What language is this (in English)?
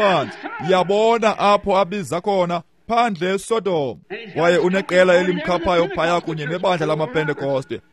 Xhosa